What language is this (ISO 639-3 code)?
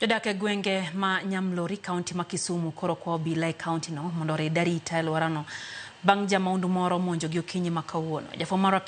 luo